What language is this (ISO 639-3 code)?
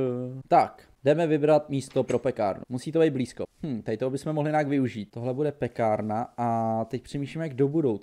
ces